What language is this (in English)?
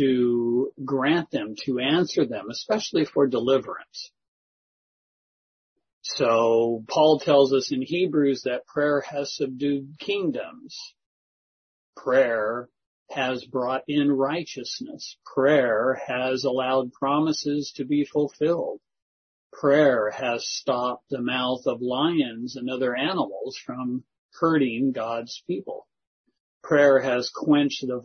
English